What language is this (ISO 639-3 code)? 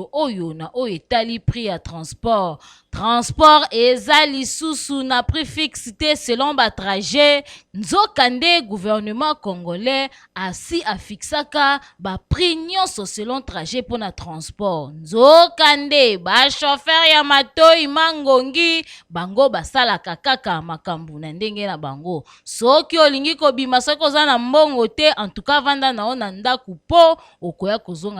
lin